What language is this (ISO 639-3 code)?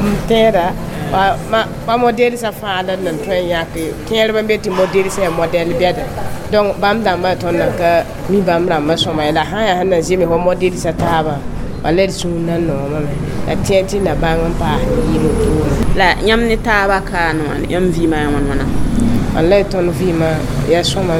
mos